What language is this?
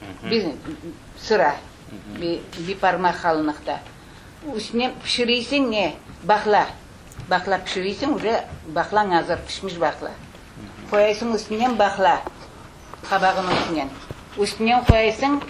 Crimean Tatar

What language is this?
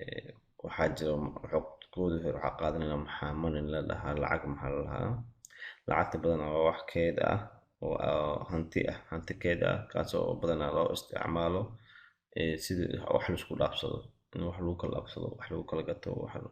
Somali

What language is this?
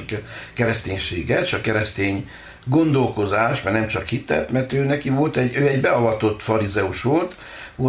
Hungarian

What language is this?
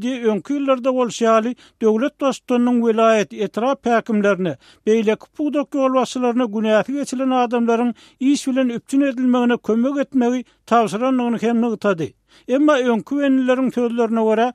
Turkmen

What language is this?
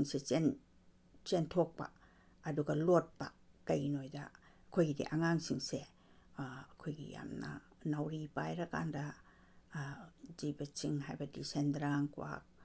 Manipuri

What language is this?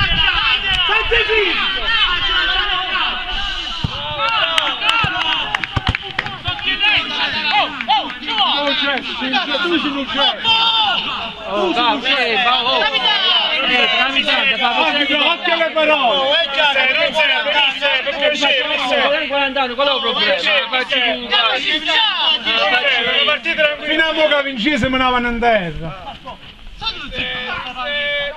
Italian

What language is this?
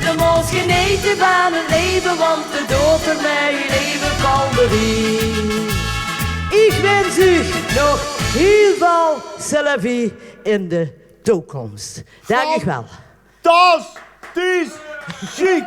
Limburgish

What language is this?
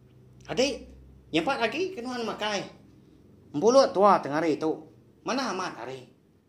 Iban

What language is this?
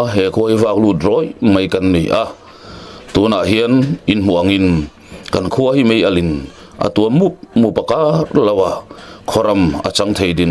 Mizo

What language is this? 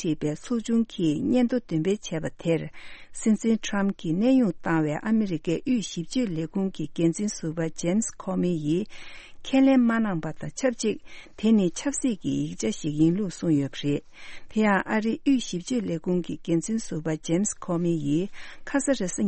Tibetan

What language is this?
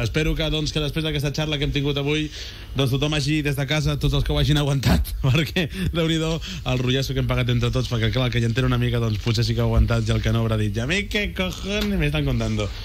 Catalan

